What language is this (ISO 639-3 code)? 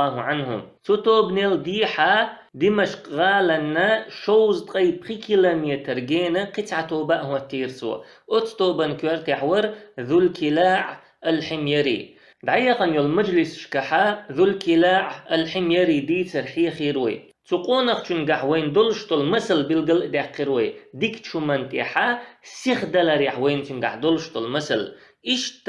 che